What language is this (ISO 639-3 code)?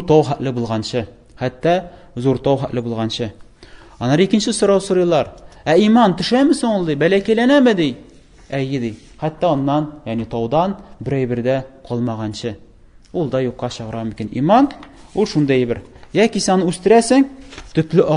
tat